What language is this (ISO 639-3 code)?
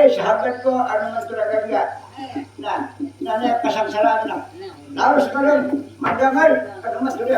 bjn